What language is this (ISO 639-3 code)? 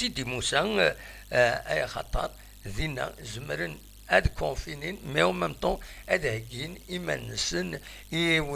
kab